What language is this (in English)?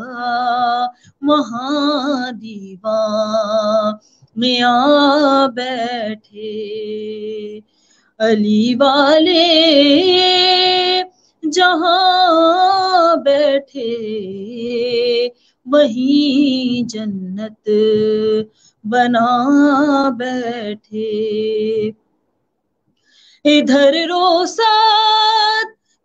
Urdu